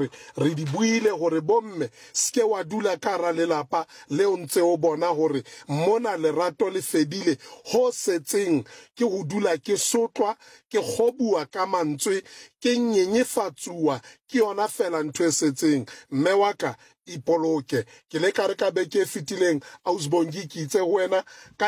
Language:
Southern Sotho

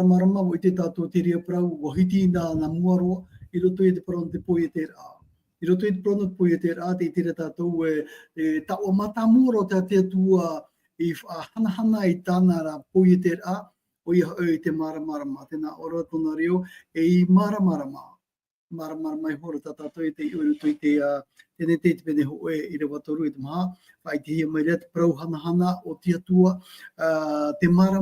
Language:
Tahitian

